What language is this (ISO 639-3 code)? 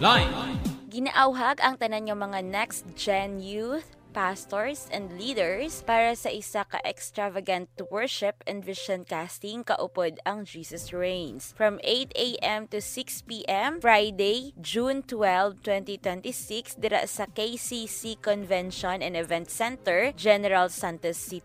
hil